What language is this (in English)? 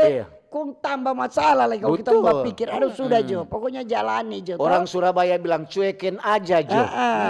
Manado Malay